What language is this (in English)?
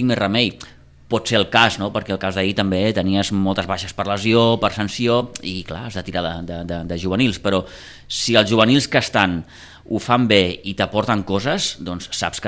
Catalan